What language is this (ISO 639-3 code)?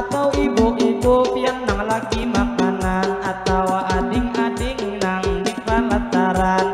bjn